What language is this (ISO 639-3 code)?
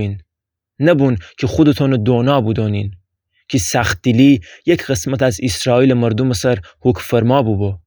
glk